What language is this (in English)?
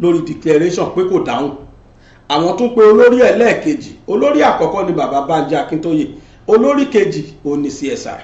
Yoruba